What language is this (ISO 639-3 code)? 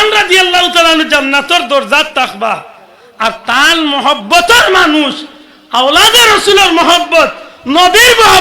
syl